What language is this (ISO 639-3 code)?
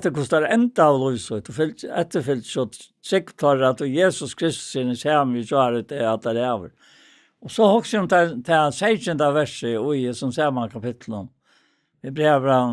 fao